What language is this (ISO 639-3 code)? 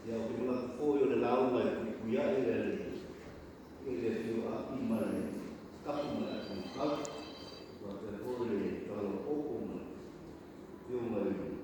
smo